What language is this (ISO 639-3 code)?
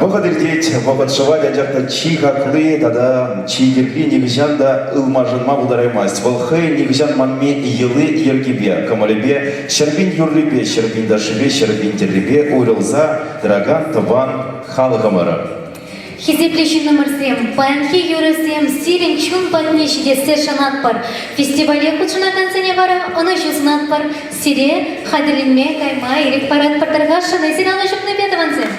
chv